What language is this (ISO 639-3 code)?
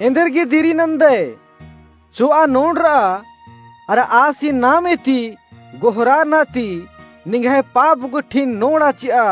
kru